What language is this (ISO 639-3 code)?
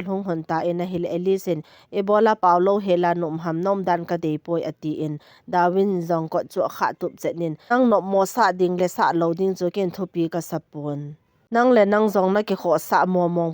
tcz